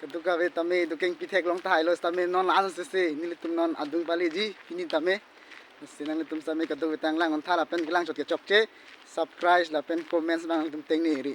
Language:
Karbi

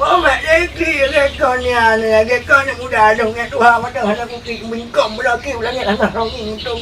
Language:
Achinese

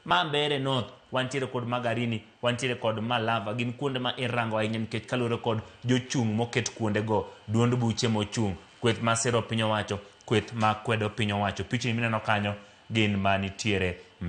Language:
Luo (Kenya and Tanzania)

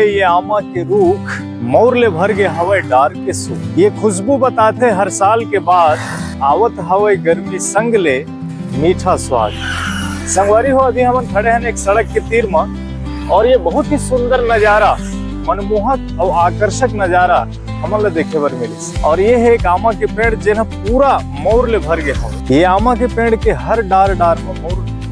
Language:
Chhattisgarhi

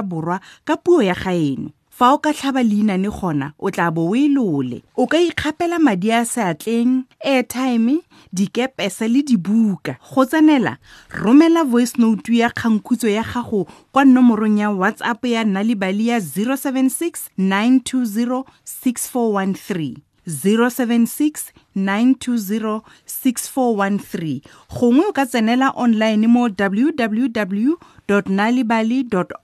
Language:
Tswana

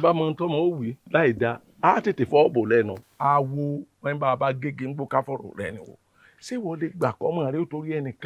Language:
Yoruba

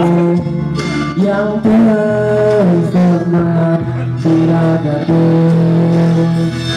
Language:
Malay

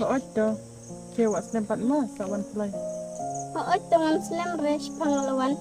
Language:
Khasi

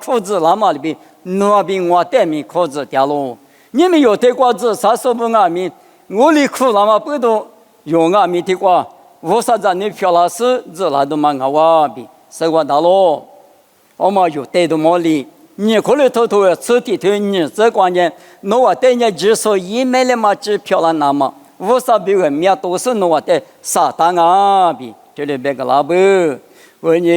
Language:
Lisu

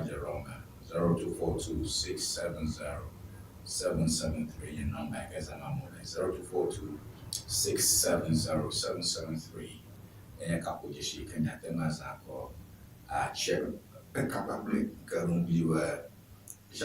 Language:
Ewe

